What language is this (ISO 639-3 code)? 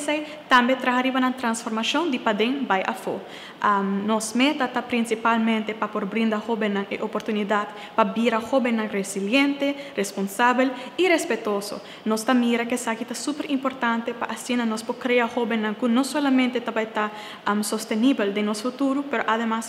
pap